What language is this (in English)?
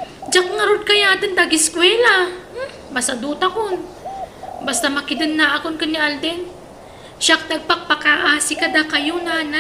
Iloko